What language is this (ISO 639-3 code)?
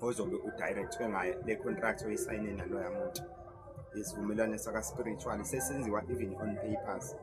zul